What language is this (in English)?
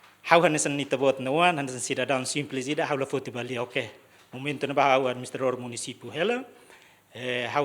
Tetum